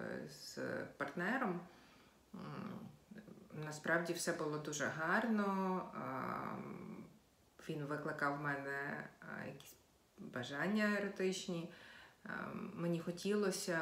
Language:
Ukrainian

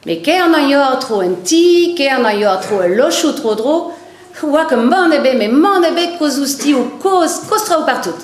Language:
Breton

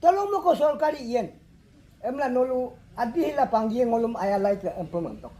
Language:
Adi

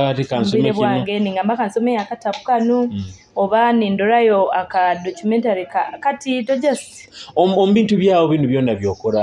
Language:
Nyoro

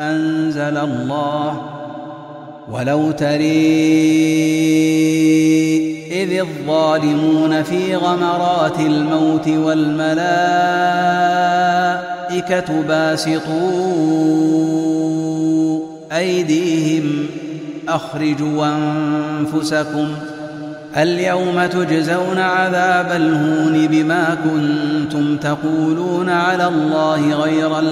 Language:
Arabic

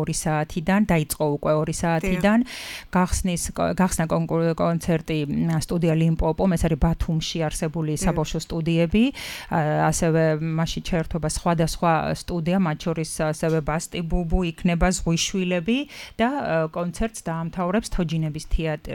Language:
Georgian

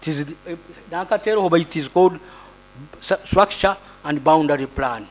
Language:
Nyoro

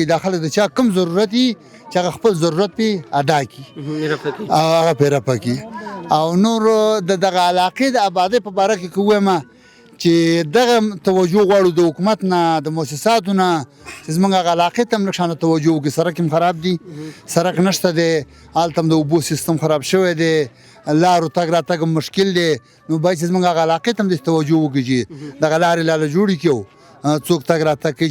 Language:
Pashto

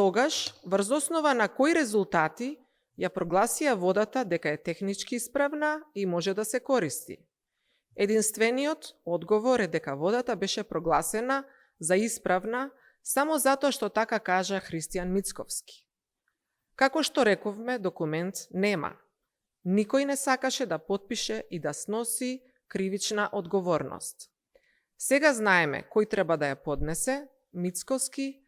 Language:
Macedonian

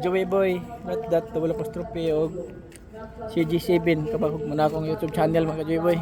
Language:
Cebuano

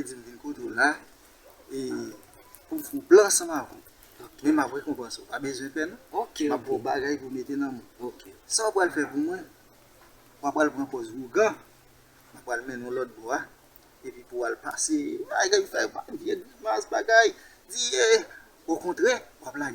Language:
Haitian Creole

